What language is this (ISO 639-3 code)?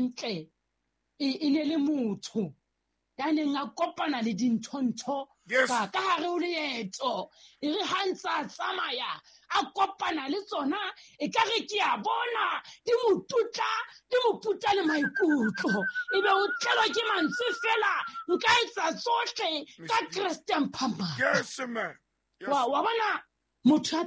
sot